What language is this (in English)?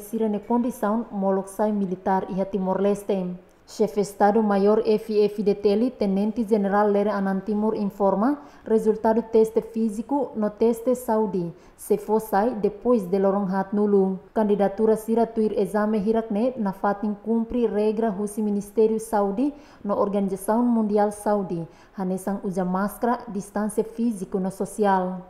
Tetum